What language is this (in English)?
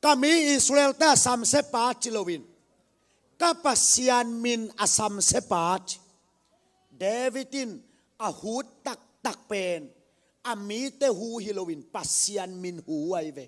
Tedim Chin